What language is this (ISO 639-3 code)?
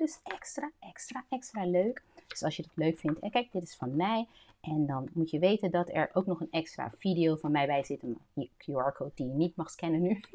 nld